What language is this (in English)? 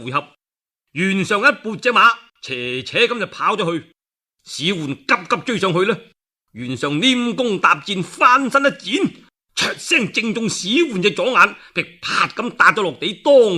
Cantonese